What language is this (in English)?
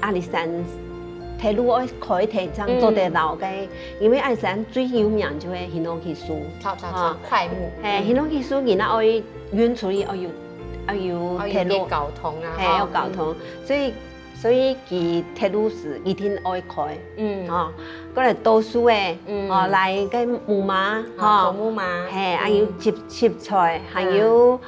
Hakka Chinese